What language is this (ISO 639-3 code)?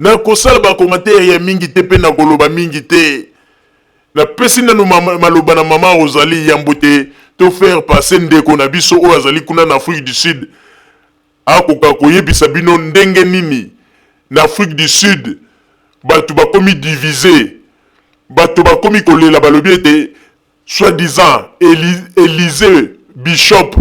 lin